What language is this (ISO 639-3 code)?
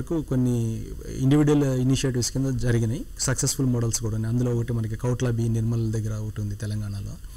tel